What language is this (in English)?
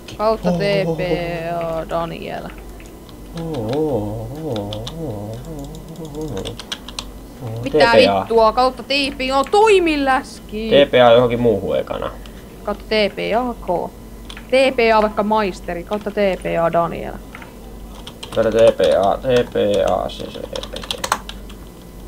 Finnish